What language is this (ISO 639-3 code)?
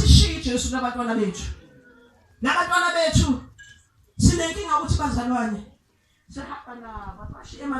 zul